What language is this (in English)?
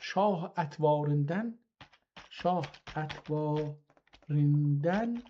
South Azerbaijani